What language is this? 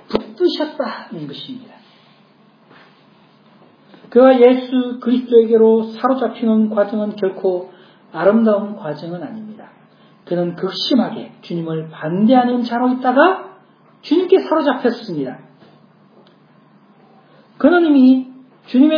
Korean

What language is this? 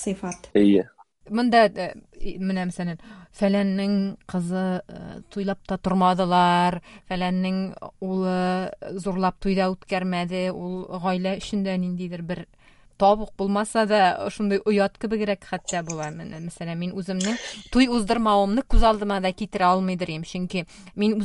Tatar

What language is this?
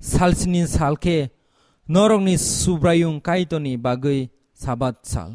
Kok Borok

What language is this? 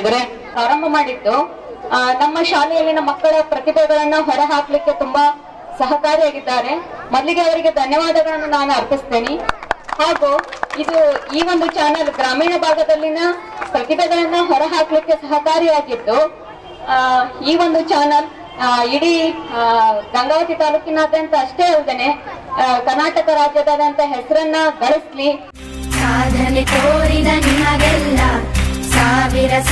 Kannada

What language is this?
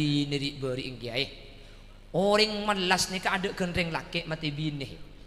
Madurese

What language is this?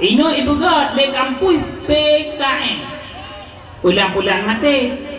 Achinese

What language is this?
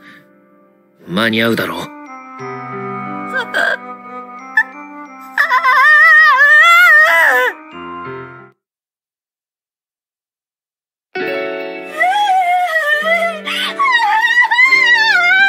Japanese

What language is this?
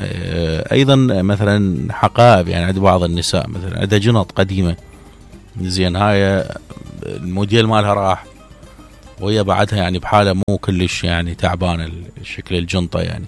Mesopotamian Arabic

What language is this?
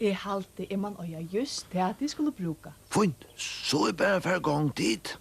Faroese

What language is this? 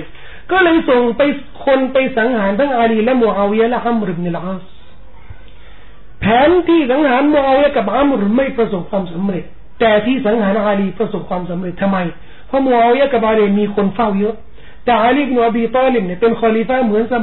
Thai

